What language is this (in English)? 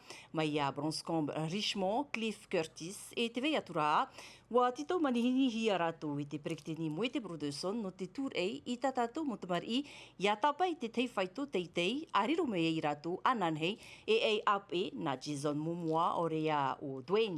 Tahitian